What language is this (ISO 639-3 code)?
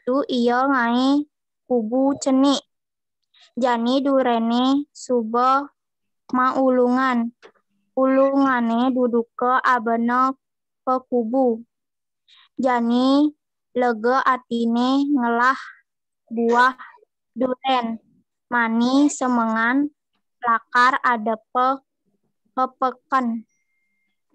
ban